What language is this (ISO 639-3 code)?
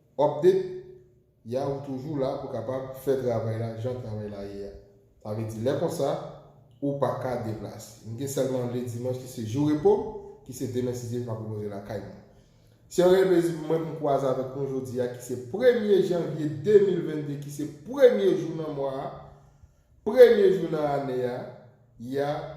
hat